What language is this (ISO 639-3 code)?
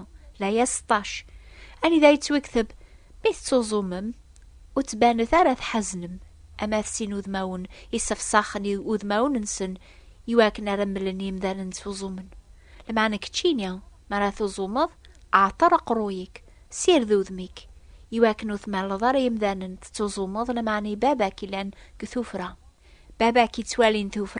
kab